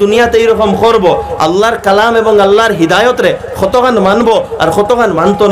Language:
Sylheti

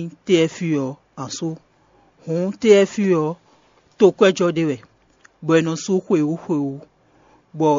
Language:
Fon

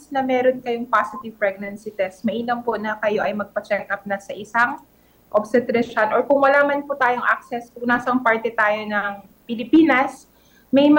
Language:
Filipino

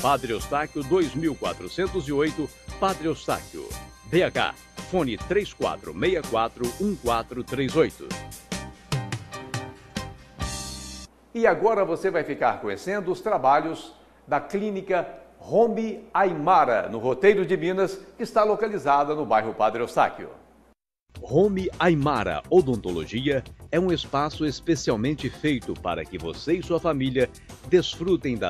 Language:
Portuguese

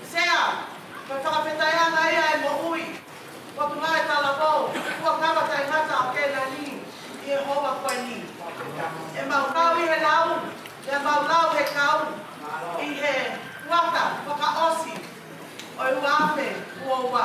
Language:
Tongan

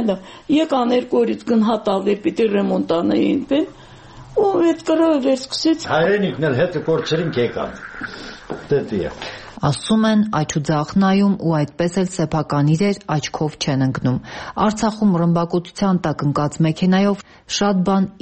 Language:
Armenian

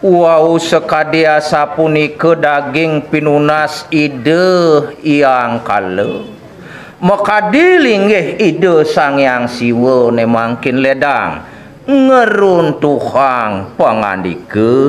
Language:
Balinese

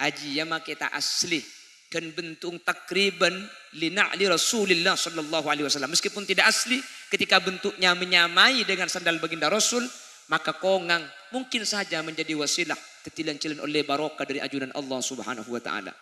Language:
Madurese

